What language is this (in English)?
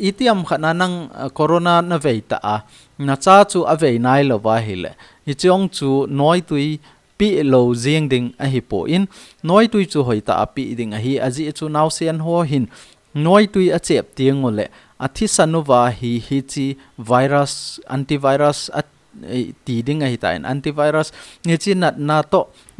Thado Chin